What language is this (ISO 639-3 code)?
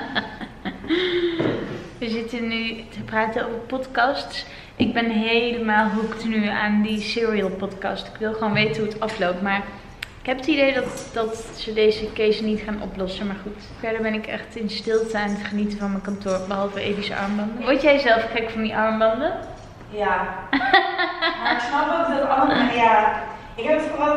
nld